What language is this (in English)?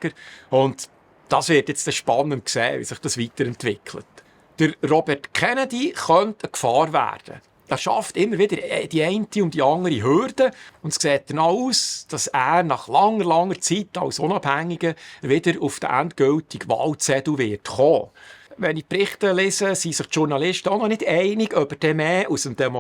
Swiss German